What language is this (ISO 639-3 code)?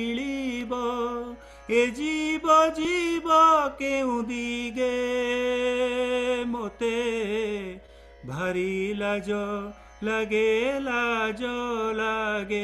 ori